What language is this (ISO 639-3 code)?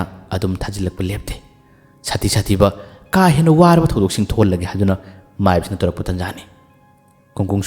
mni